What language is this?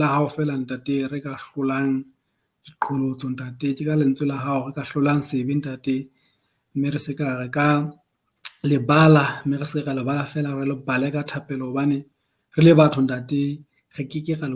Southern Sotho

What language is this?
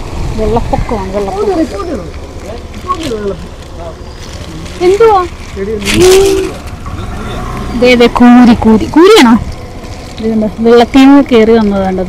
Malayalam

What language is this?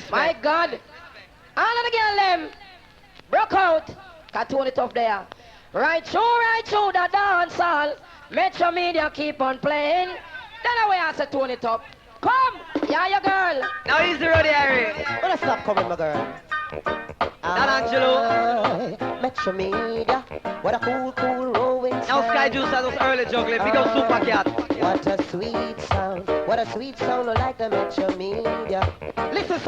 Jamaican Creole English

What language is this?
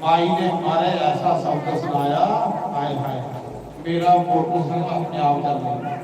Dogri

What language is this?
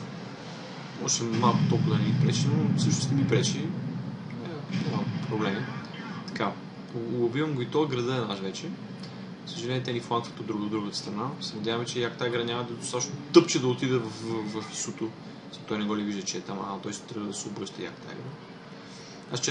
Bulgarian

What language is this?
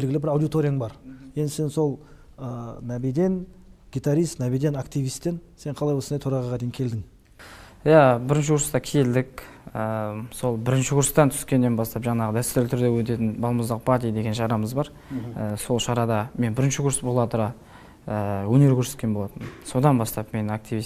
Kazakh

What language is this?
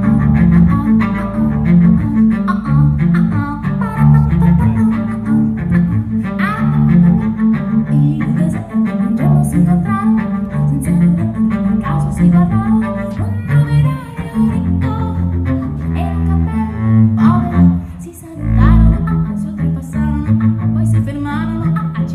Italian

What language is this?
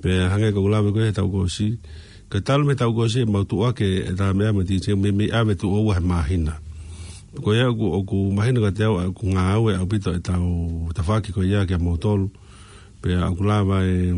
Tongan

